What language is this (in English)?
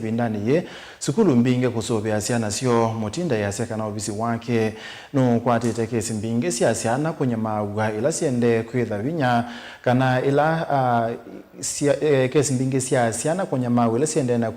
Kamba